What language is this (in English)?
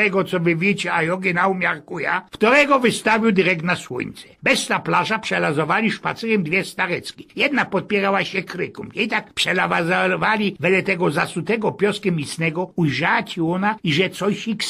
Silesian